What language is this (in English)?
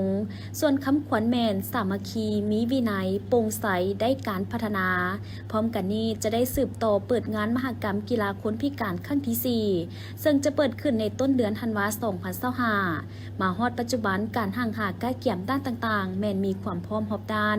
Lao